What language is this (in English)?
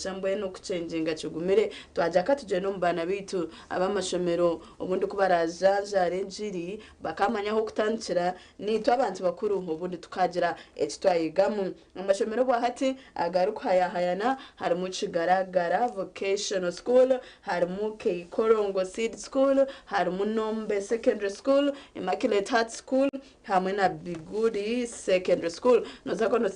Nyankole